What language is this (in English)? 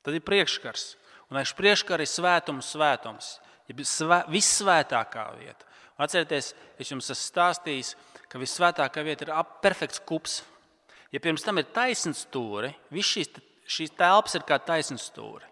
Latvian